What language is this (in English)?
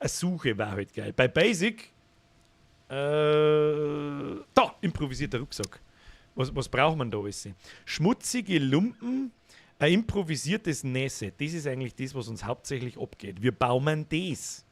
Bavarian